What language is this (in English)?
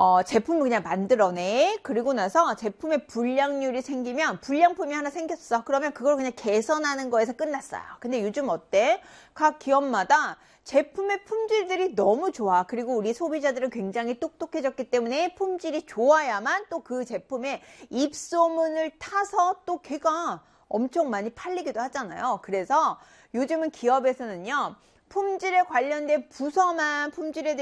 Korean